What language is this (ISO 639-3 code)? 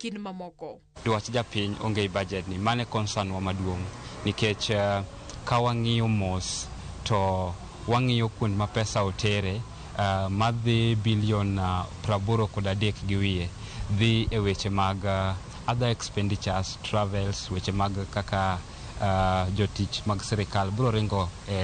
luo